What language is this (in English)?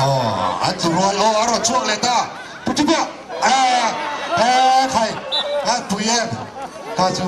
Mizo